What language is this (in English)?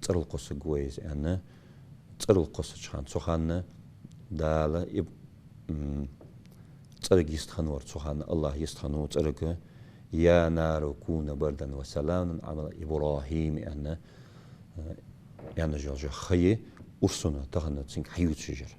Ingush